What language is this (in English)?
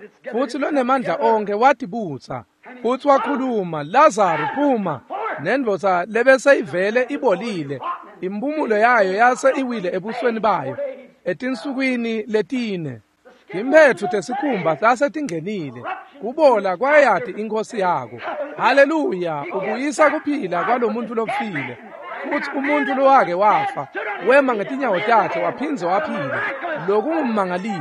Swati